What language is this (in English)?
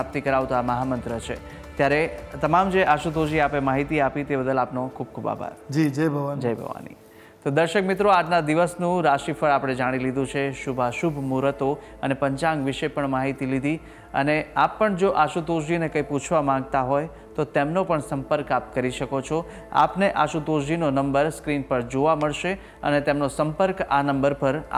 Gujarati